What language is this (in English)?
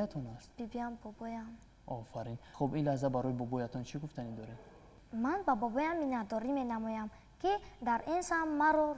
Tajik